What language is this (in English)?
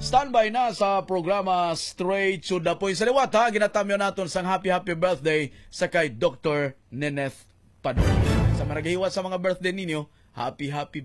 Hiligaynon